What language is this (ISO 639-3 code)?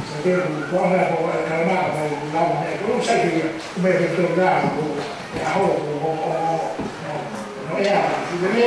ton